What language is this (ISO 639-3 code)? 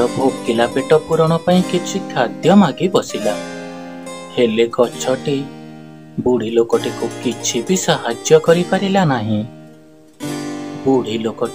ori